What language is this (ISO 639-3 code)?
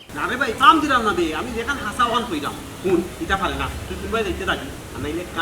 syl